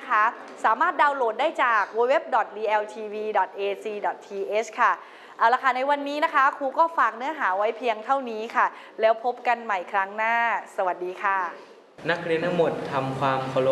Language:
Thai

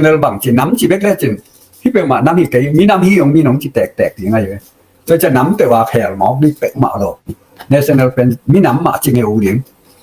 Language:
Tedim Chin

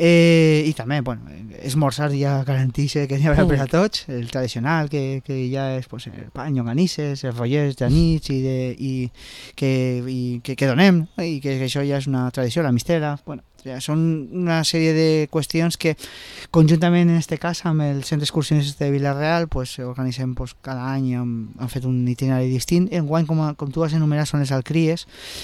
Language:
Catalan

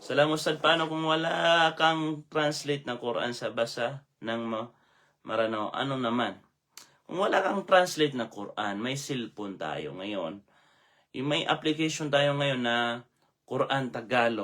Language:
Maranao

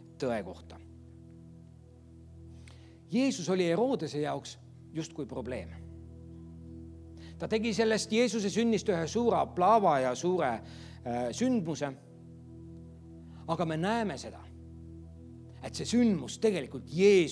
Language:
Estonian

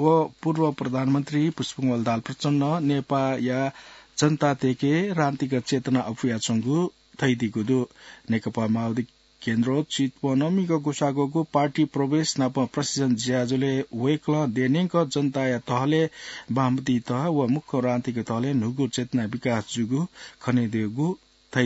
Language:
Newari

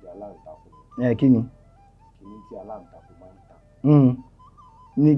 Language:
Yoruba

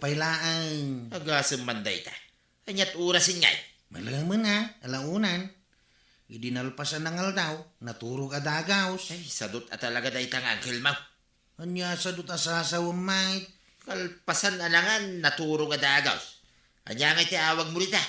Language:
Iloko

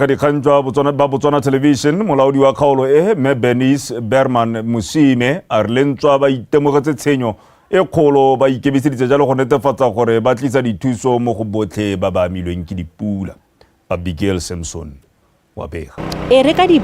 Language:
Tswana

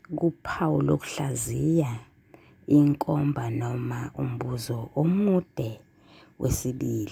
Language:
Zulu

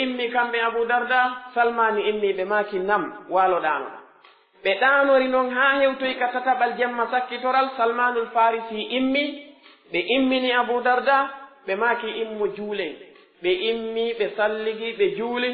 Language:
Pular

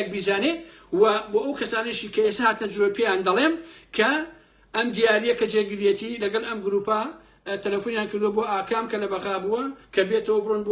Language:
Central Kurdish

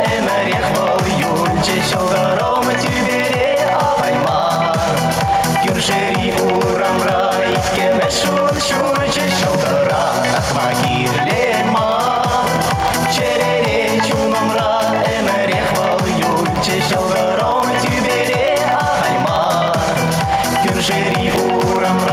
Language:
Chuvash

